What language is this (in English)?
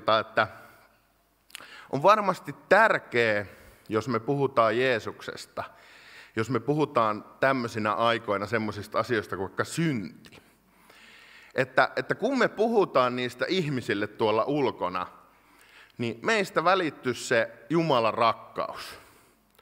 Finnish